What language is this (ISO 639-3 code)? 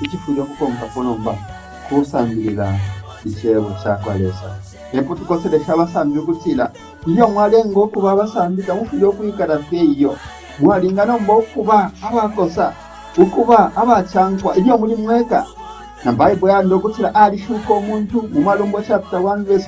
bem